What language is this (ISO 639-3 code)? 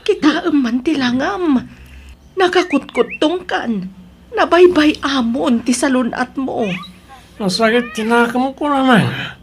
ilo